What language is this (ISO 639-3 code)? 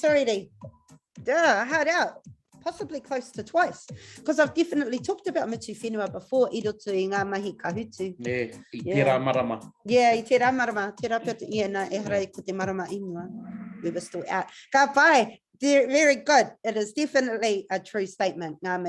mri